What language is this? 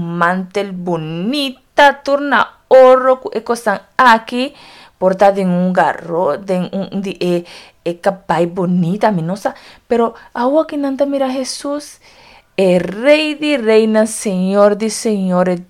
Papiamento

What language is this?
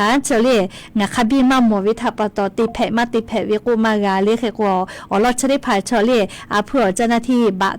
Lahu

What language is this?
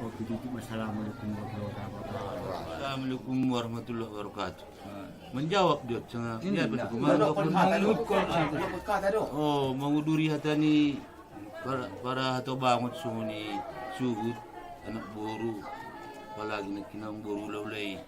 Batak Angkola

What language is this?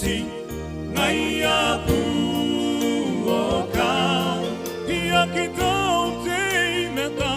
Gilbertese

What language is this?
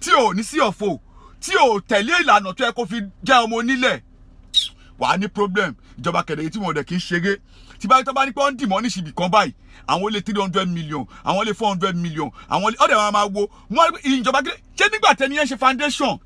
Yoruba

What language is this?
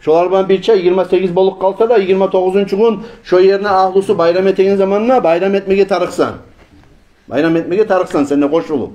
Kumyk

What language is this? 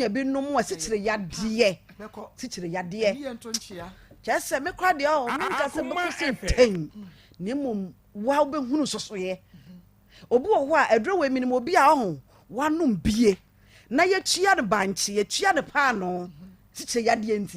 Akan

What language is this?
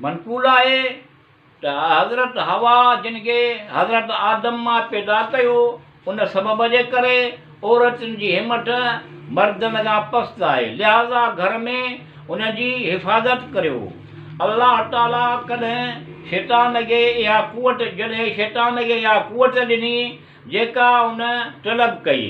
Sindhi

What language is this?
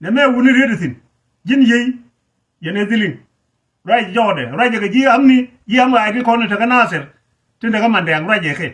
Nuer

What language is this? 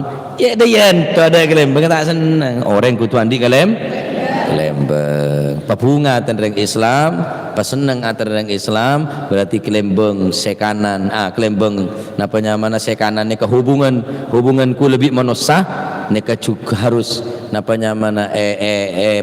Madurese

